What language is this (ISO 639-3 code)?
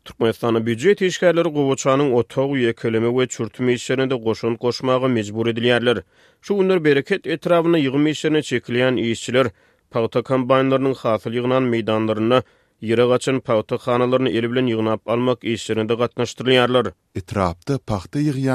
tuk